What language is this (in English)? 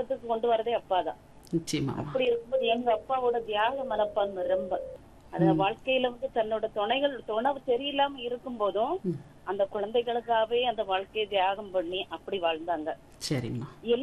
Tamil